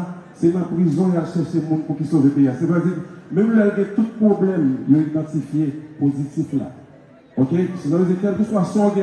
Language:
Haitian Creole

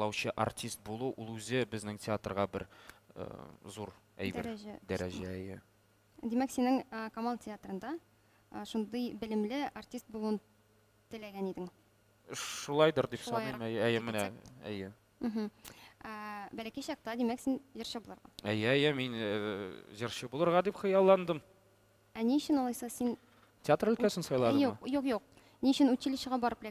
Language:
Tatar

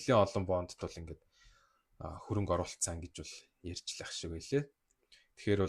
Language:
Mongolian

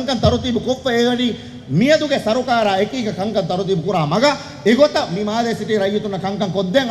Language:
Divehi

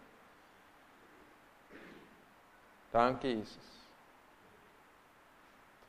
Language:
Afrikaans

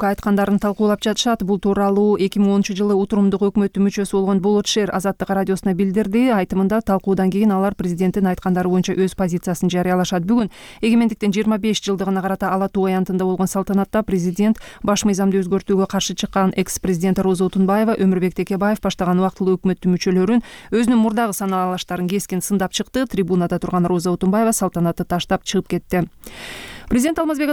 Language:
Kyrgyz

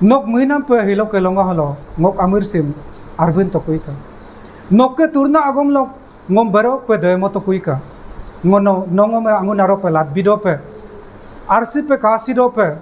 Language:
Adi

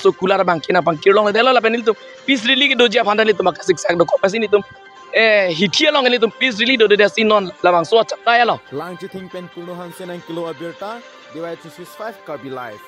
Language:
Karbi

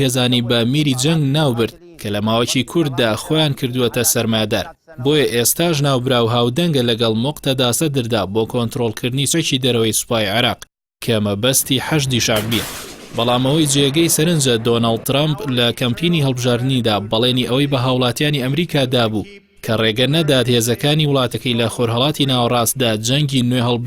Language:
Central Kurdish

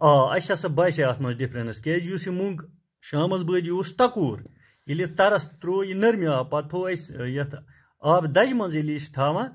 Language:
Kashmiri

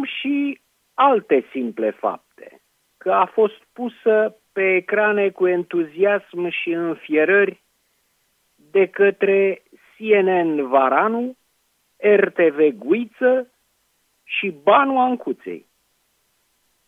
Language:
Romanian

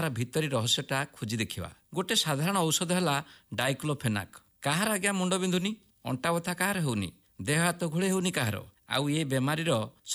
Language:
Odia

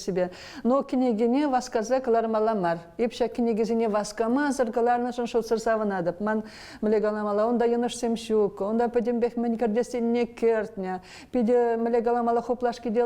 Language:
Chuvash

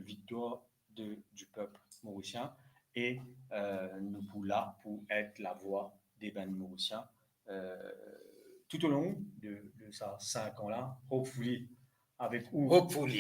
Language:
Morisyen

